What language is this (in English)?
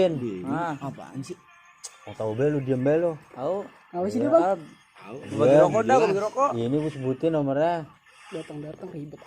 Betawi